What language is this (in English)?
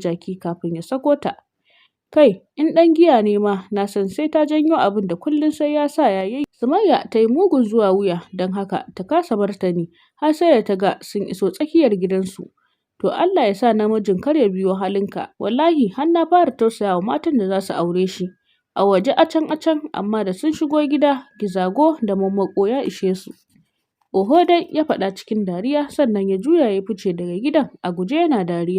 Hausa